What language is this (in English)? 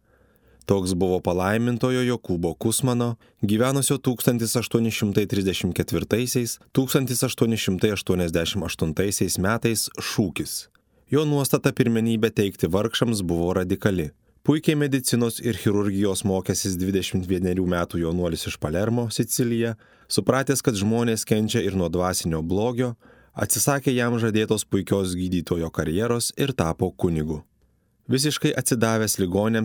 Lithuanian